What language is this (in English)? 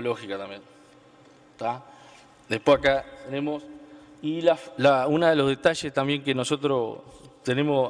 Spanish